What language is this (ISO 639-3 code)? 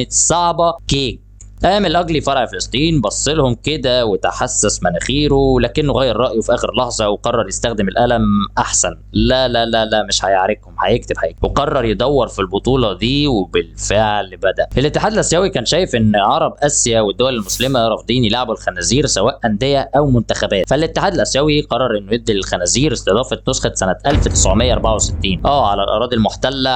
arz